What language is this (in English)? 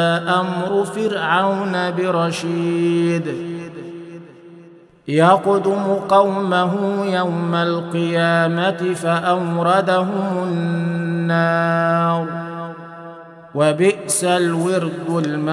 Arabic